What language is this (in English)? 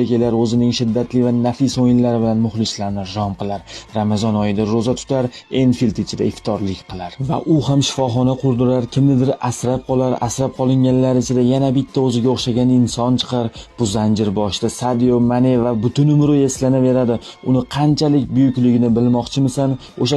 Uzbek